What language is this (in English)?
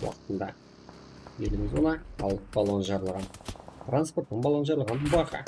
Kara-Kalpak